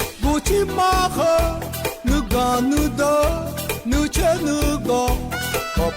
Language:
Akha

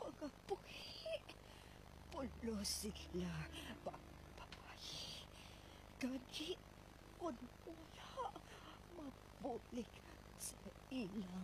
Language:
Hiligaynon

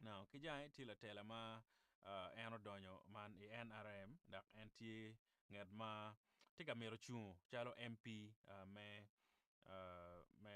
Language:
Acoli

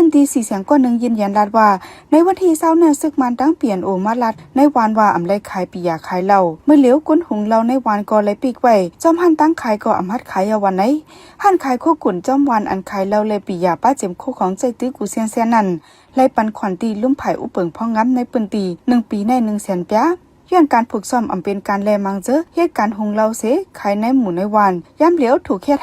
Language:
Shan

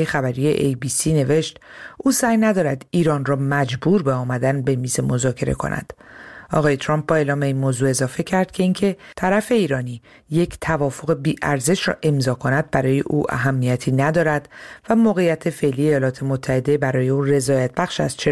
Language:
Persian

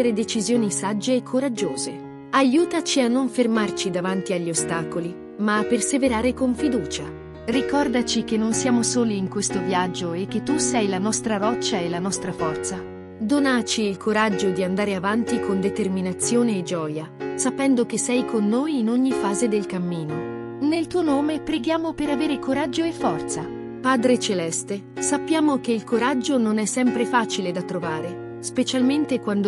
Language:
Italian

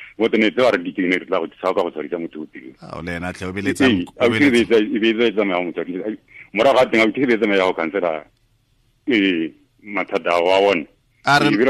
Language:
Tswana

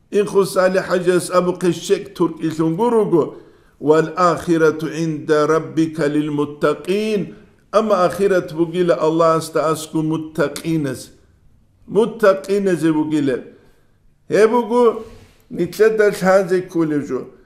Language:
Avaric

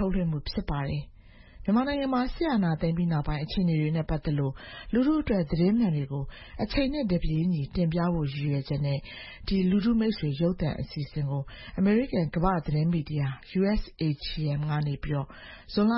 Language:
Burmese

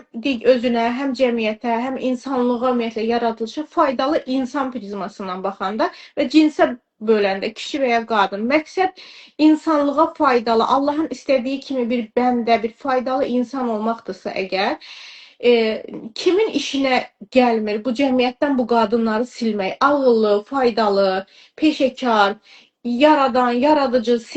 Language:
Azerbaijani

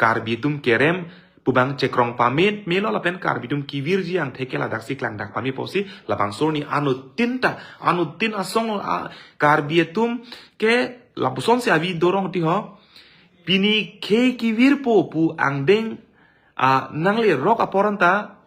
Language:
Karbi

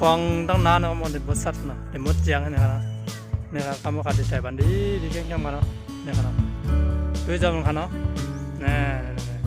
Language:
Shan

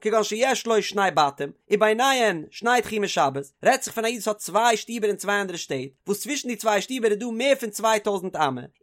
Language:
Yiddish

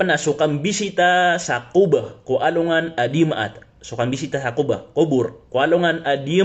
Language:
Maranao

